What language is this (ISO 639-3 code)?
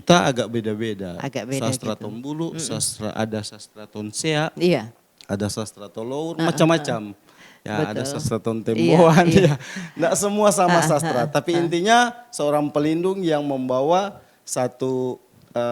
xmm